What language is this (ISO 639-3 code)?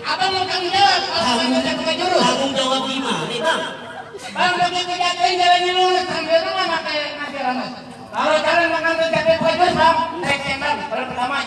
bew